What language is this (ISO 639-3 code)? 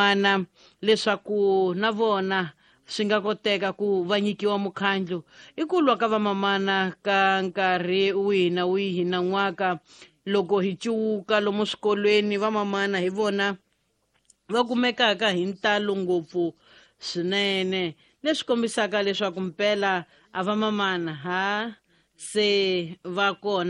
tso